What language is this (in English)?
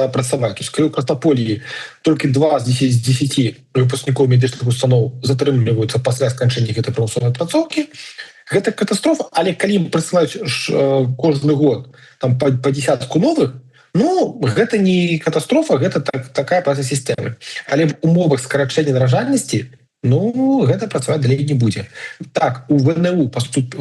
Belarusian